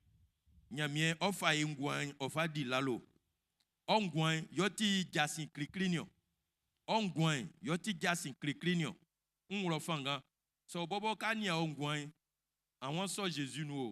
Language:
Baoulé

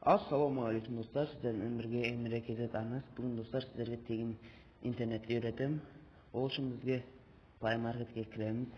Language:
Kazakh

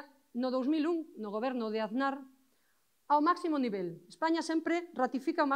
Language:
Galician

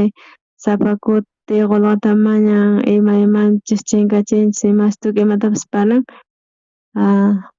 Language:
South Bolivian Quechua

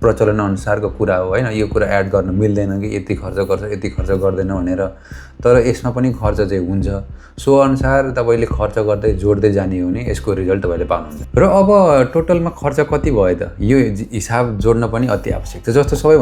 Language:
Nepali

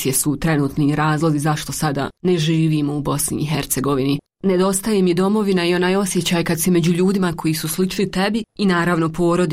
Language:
Bosnian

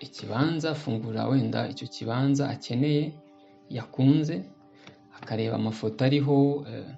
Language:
Kinyarwanda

